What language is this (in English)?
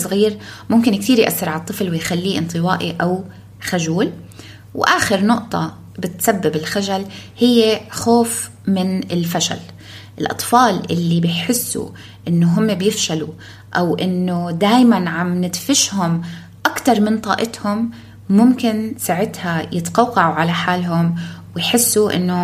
North Levantine Arabic